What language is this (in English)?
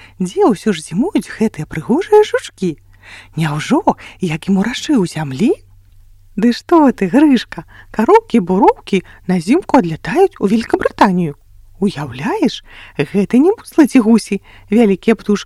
Belarusian